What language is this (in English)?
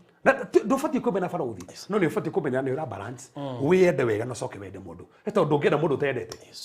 Kikuyu